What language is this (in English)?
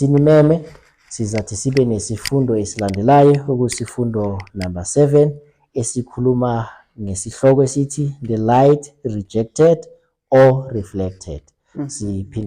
Zulu